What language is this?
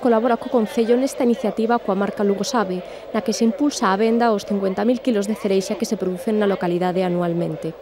Galician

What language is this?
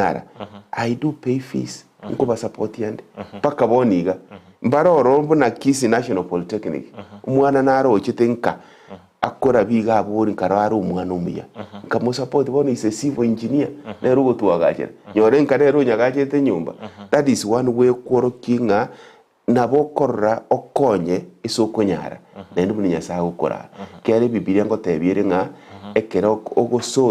Gusii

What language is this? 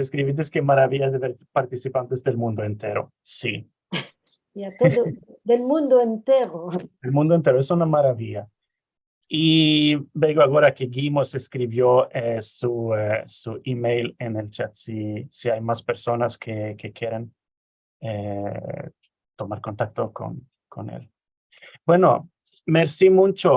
Ladino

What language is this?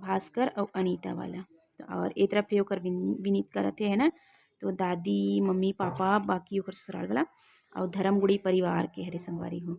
Chhattisgarhi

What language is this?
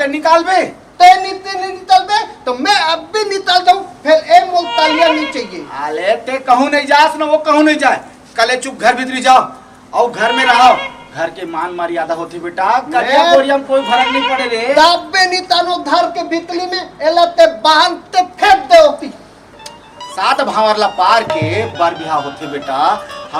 Chhattisgarhi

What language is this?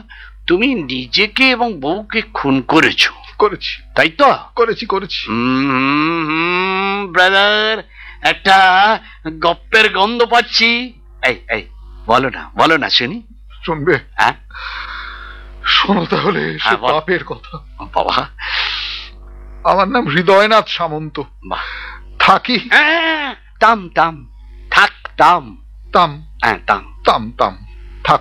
Bangla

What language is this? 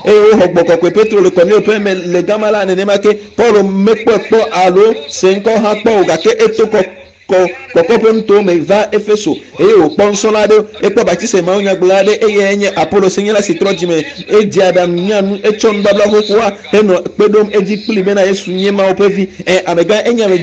Ewe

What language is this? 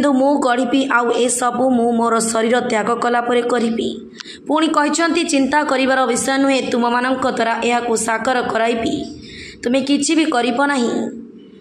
Odia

